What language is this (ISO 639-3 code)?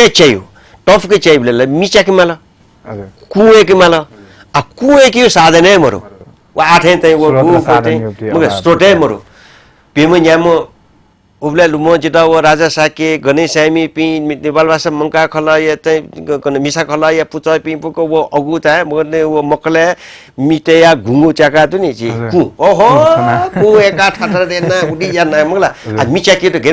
new